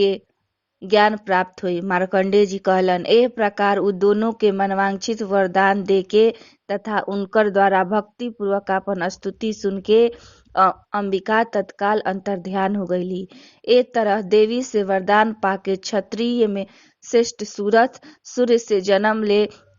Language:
Bhojpuri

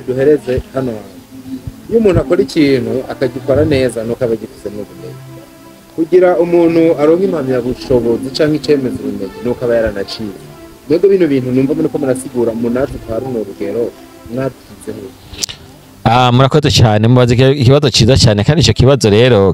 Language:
Rundi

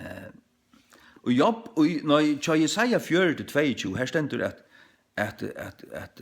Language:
Faroese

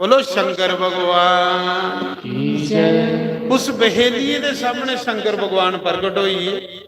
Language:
Dogri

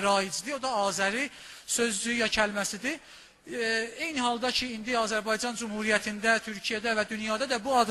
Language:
South Azerbaijani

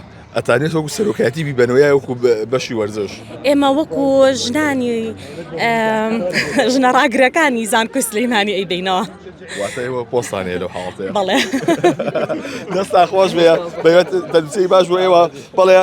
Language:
Central Kurdish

